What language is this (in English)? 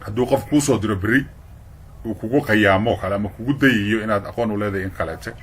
Somali